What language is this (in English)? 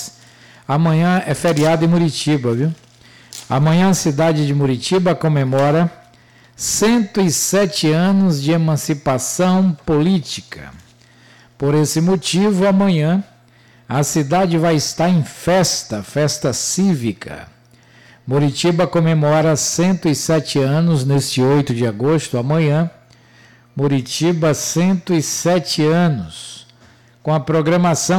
Portuguese